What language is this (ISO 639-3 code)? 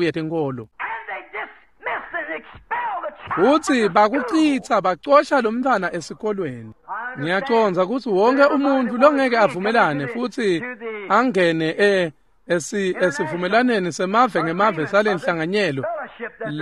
ssw